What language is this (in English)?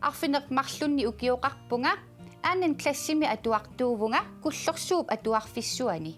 Kalaallisut